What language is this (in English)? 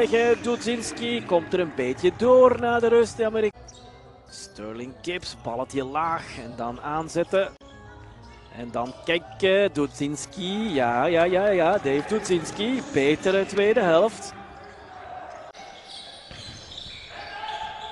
Dutch